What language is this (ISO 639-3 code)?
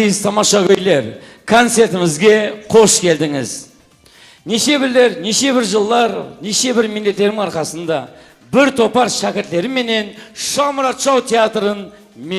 kaa